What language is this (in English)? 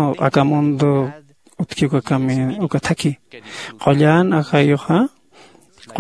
Aymara